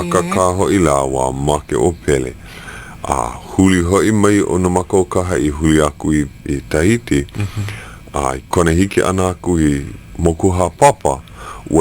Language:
Hawaiian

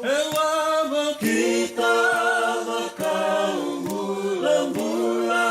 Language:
Fijian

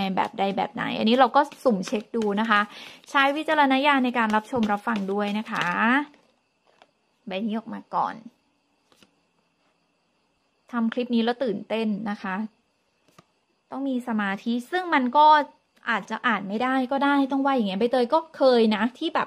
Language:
Thai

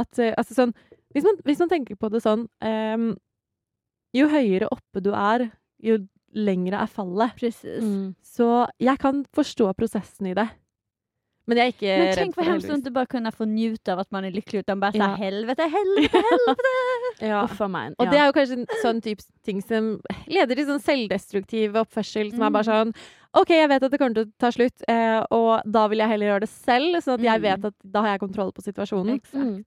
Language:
Norwegian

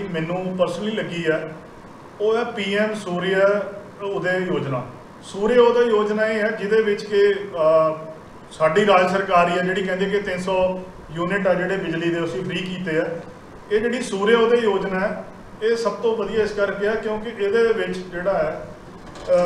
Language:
Punjabi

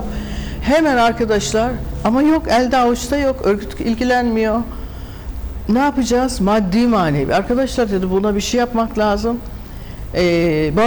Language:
Turkish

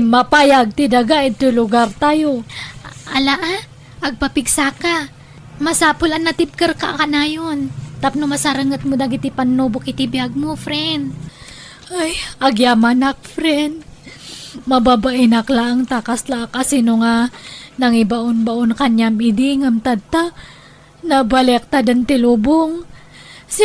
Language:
Iloko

